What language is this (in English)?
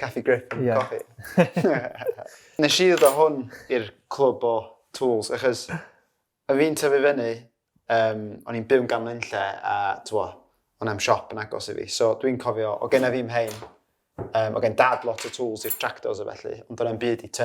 Welsh